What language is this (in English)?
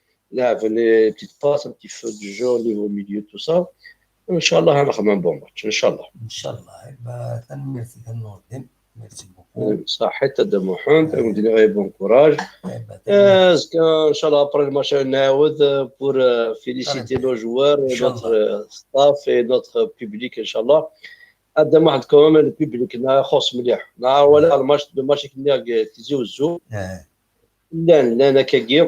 Kabyle